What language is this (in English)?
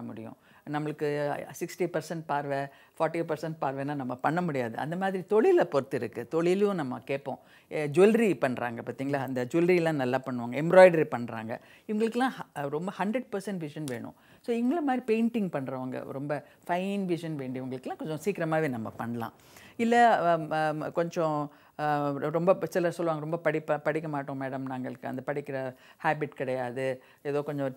Tamil